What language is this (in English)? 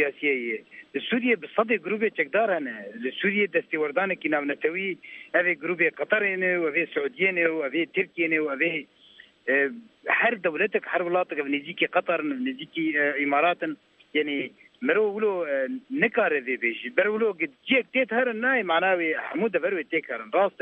Kurdish